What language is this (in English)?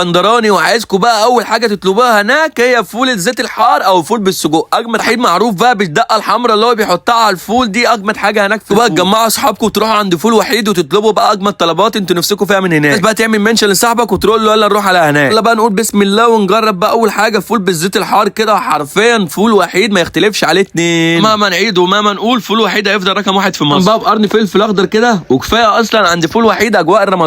Egyptian Arabic